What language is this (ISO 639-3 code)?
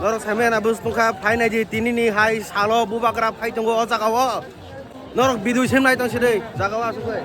trp